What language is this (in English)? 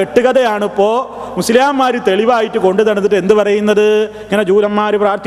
Malayalam